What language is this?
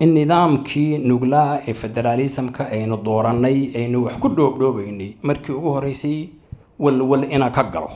Somali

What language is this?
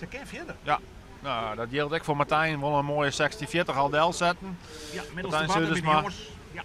Western Frisian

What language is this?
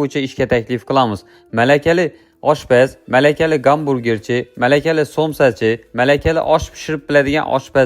Uzbek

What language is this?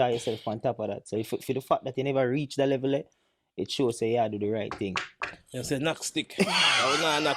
Jamaican Creole English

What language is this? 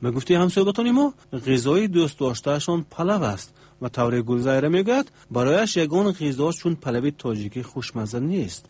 Tajik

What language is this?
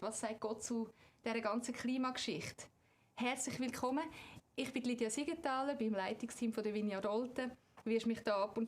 Swiss German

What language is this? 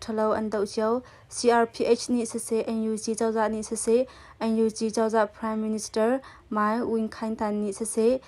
Hakha Chin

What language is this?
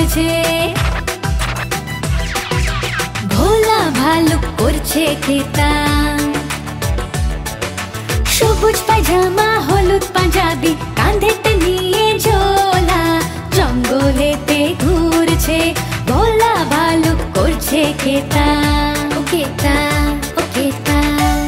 Bangla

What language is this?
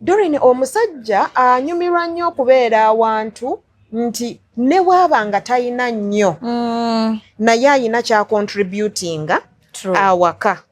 Ganda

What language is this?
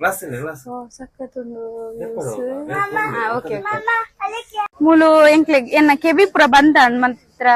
Tulu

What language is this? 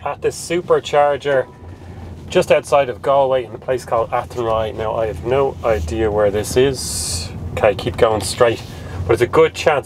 English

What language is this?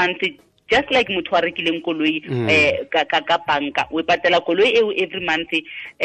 Tswana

